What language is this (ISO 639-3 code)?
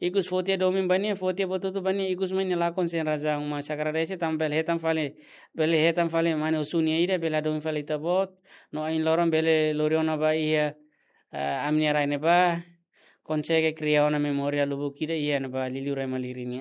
tet